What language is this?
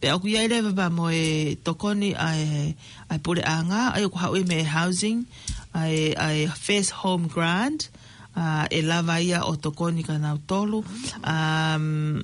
Tongan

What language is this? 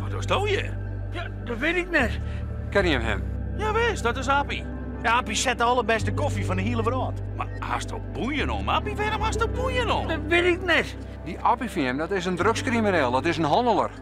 Western Frisian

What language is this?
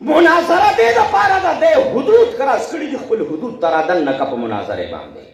Pashto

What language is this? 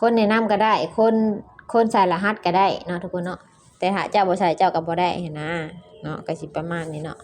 Lao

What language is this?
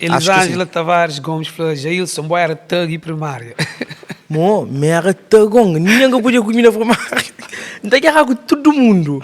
Kabuverdianu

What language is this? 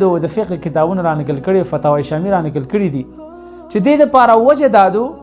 Pashto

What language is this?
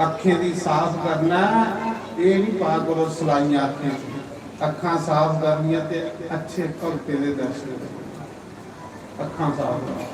Dogri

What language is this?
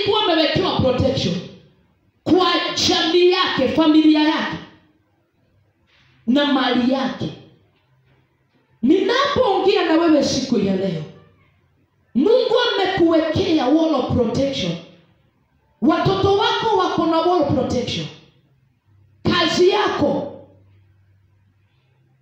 Swahili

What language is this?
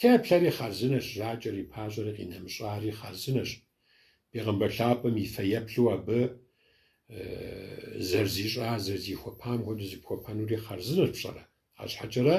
Kabardian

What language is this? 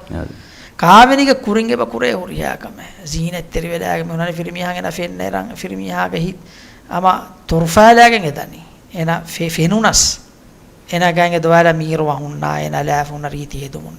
Divehi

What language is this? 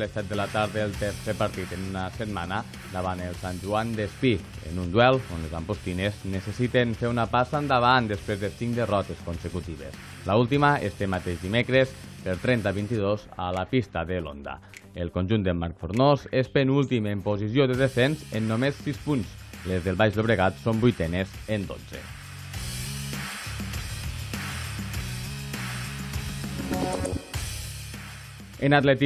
Catalan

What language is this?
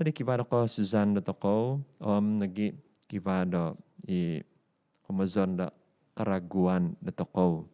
Central Dusun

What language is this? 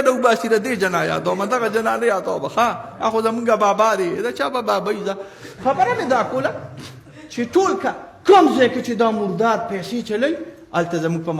Pashto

